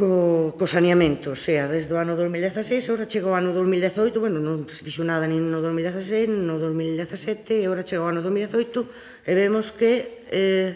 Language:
Galician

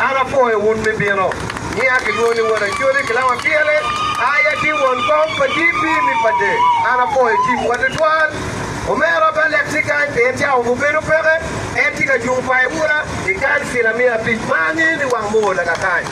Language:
Acoli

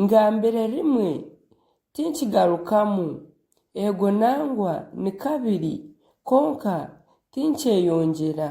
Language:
Nyankole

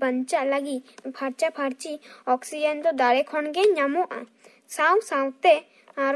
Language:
Santali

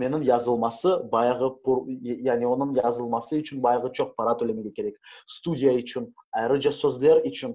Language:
Crimean Tatar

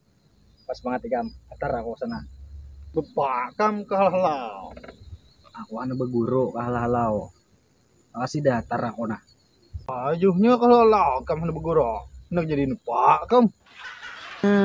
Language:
Banjar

